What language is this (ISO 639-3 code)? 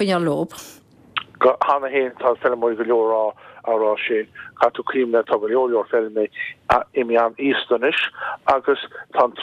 gle